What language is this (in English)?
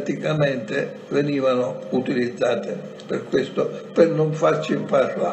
Italian